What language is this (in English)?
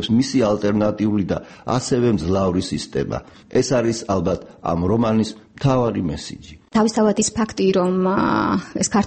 Georgian